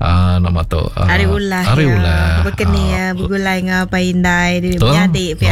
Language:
Iban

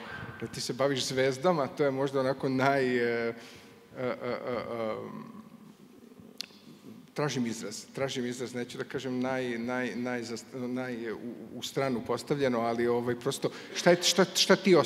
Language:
Serbian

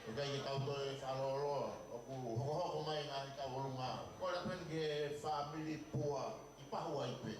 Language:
Tongan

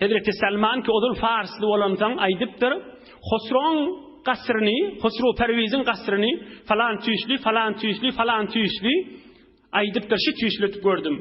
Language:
Turkmen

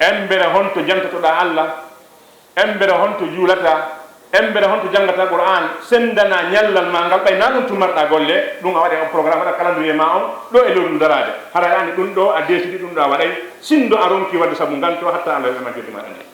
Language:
Fula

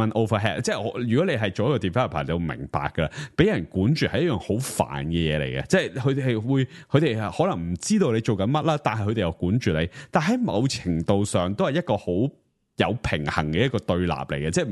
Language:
Cantonese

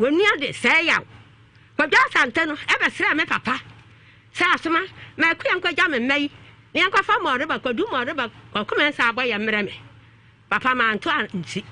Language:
Akan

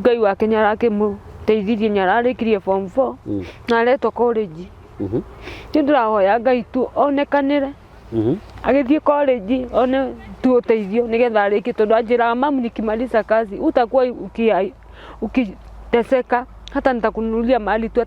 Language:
Kikuyu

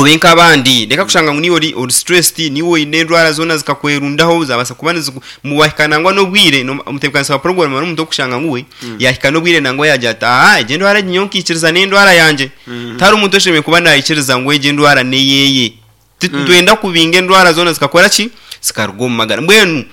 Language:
Nyankole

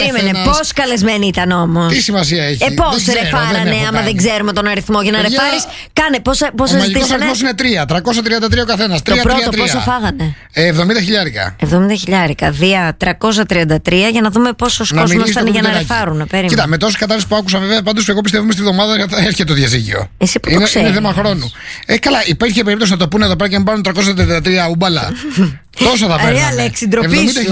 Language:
Greek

